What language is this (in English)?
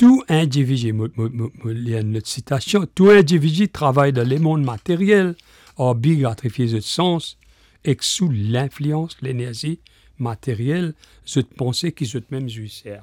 Morisyen